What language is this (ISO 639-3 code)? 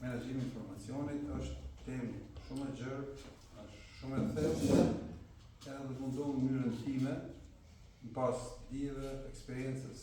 sqi